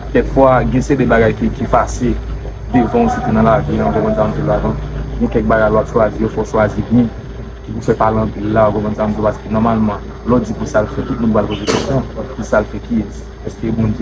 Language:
Haitian Creole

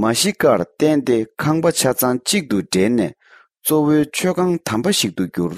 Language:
Tibetan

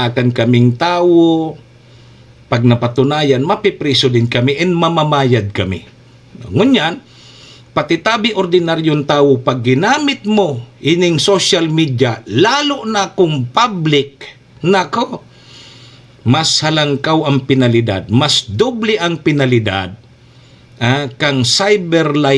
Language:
Bikol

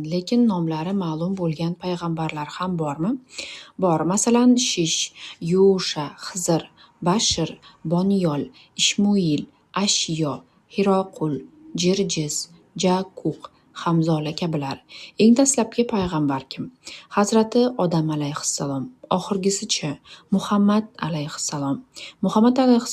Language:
Uzbek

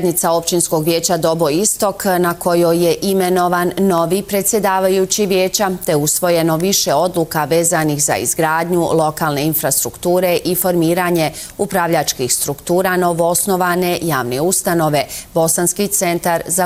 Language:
Bosnian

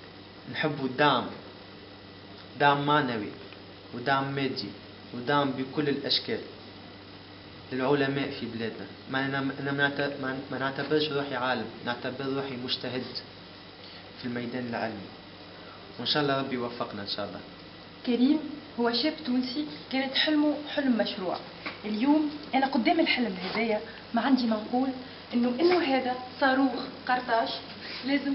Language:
Tunisian Arabic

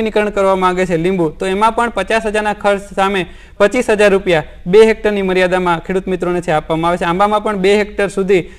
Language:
Gujarati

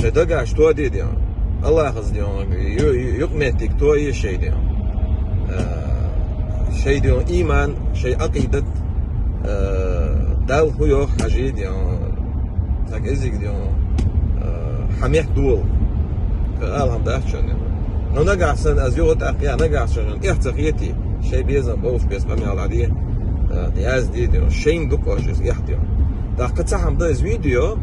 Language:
Chechen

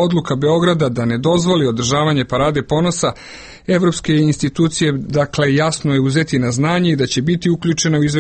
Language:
Serbian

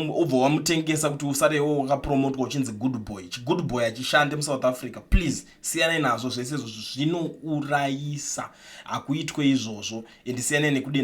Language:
Shona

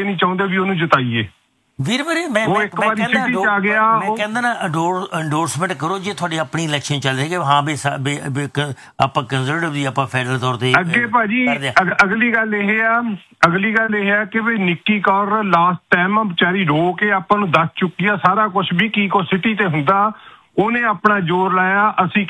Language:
Punjabi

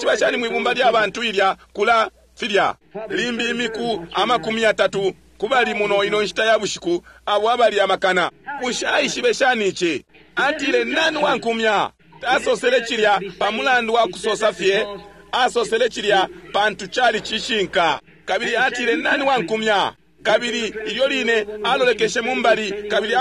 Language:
Bemba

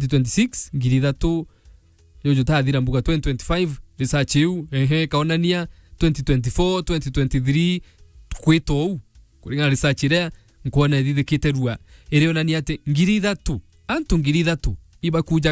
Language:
Meru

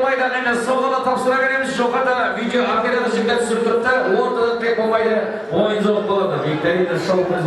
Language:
Kara-Kalpak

